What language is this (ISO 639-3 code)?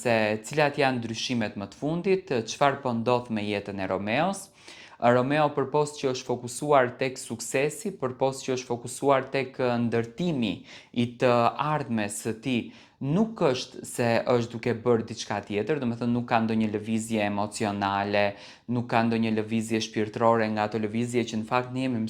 sqi